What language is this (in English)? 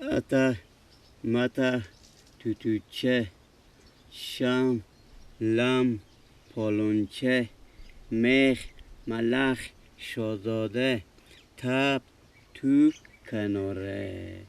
Persian